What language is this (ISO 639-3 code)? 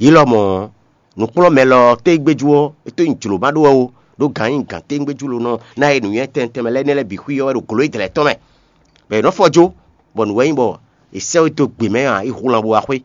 fon